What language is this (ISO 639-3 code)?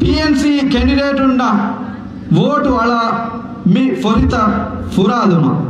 div